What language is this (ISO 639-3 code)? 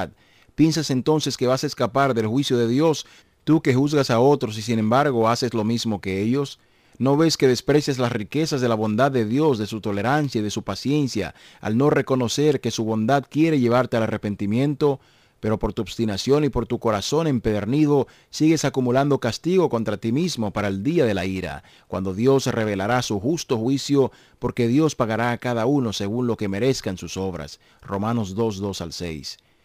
spa